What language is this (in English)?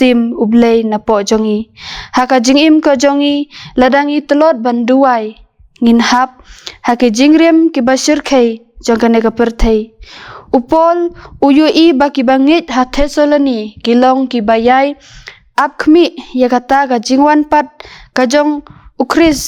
Khasi